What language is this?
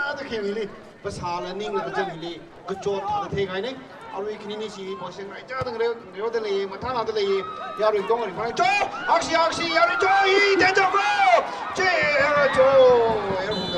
Tangkhul Naga (India)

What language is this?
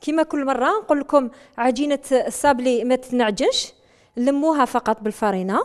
Algerian Arabic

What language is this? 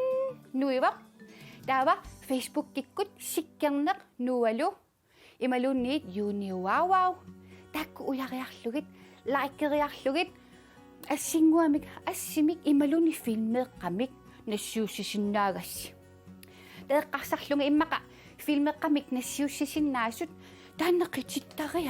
Kalaallisut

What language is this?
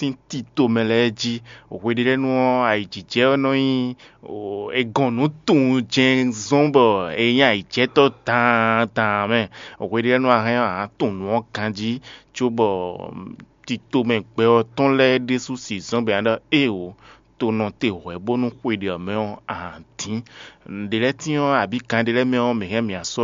Fon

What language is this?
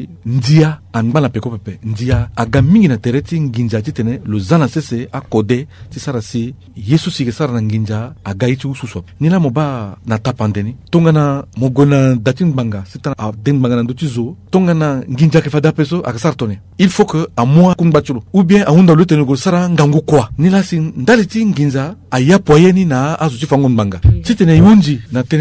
Sango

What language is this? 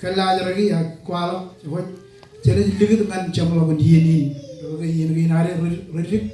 Marshallese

